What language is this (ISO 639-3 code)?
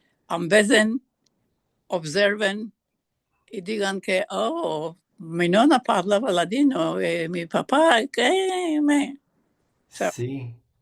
lad